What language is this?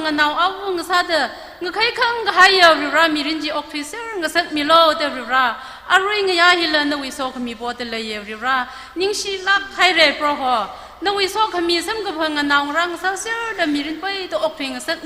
Tangkhul Naga (India)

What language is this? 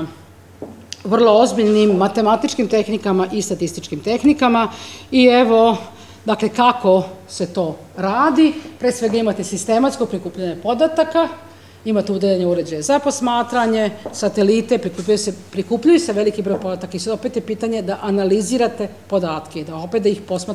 Serbian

